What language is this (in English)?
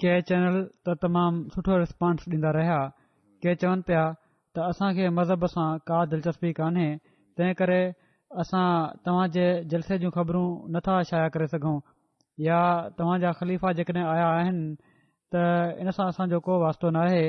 Sindhi